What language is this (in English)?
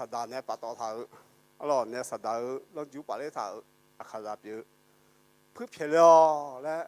Akha